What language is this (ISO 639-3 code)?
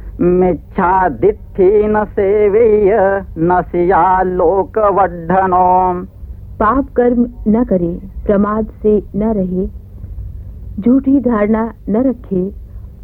hin